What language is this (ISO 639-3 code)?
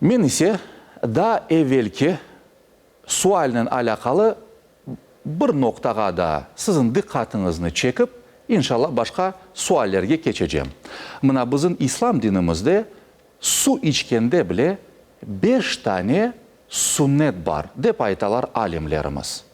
crh